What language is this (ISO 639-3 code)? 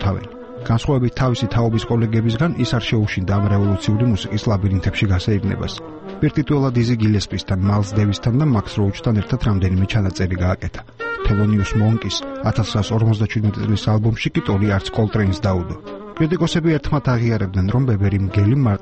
kat